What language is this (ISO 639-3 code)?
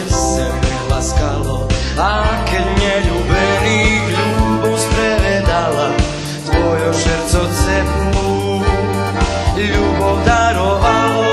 rue